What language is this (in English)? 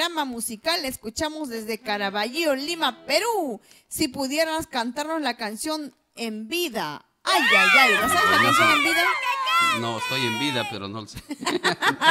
Spanish